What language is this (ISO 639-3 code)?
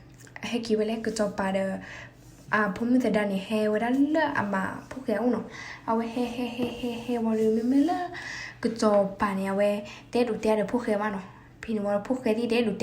ksw